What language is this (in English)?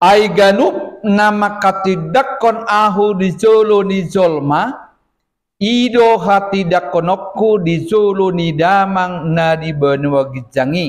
Batak Toba